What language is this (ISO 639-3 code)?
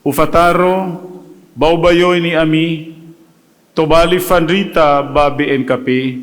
nia